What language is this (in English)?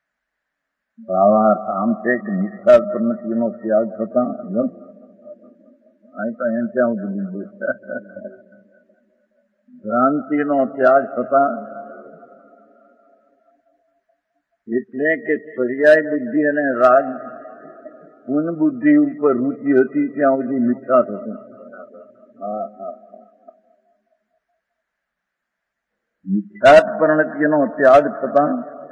Gujarati